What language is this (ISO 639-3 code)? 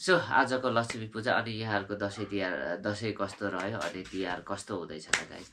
nep